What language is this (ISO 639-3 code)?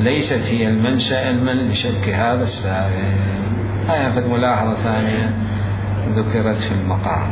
acm